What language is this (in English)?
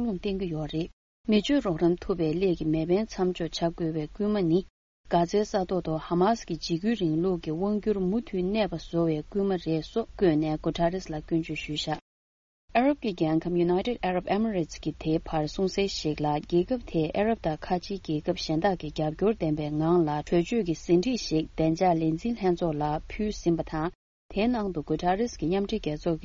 Tibetan